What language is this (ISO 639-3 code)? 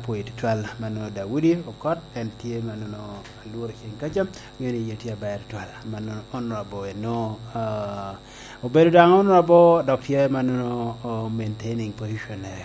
laj